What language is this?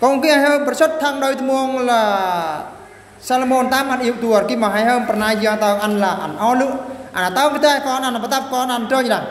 Eastern Bru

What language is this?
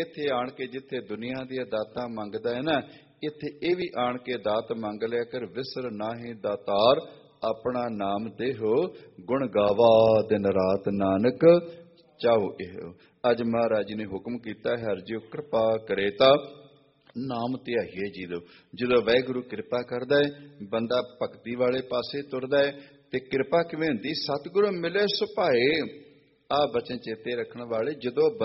Punjabi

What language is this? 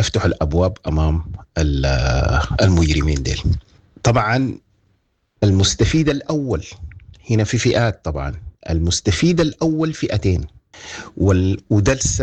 Sudanese Arabic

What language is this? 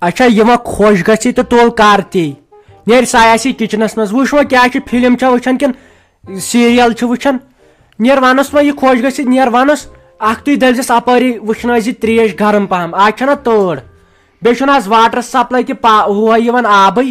Kashmiri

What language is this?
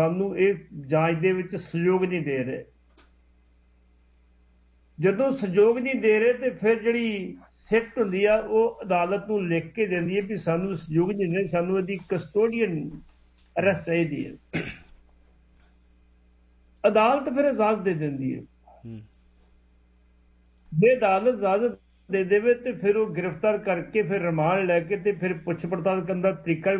Punjabi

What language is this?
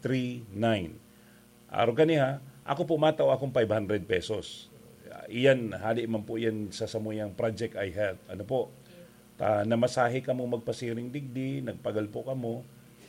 Bikol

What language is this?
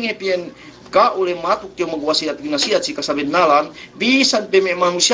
Yakan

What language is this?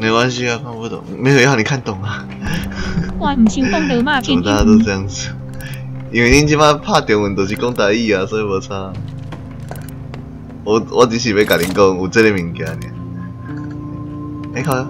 Min Nan Chinese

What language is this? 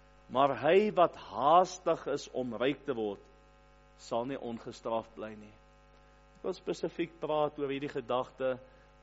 Afrikaans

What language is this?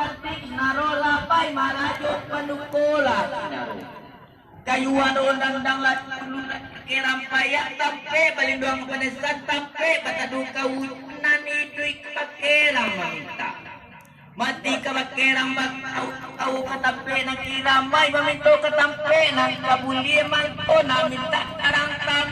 Minangkabau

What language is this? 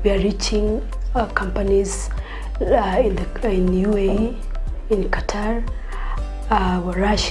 Gusii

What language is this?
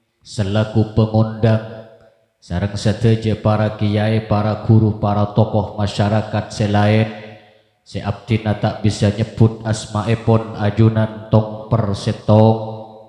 Madurese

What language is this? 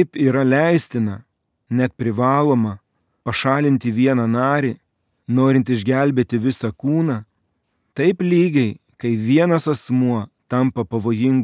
Lithuanian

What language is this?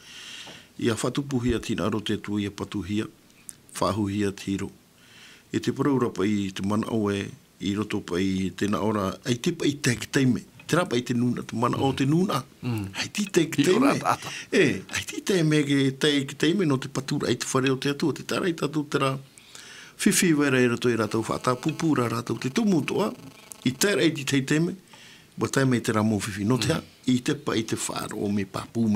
Tahitian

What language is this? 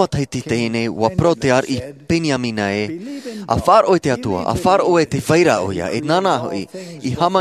Tahitian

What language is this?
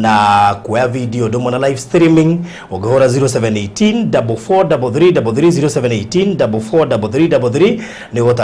Kikuyu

